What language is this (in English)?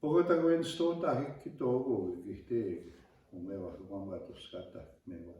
Plains Cree